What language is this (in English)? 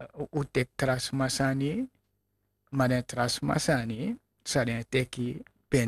Sranan Tongo